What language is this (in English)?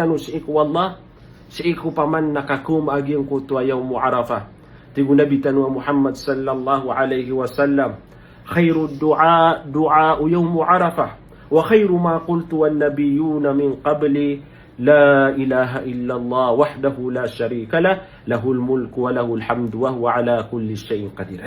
Maranao